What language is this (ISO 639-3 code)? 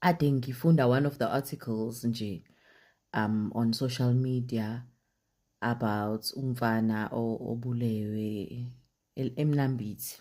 zul